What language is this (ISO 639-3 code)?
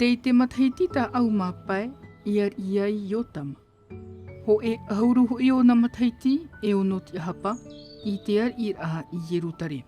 tah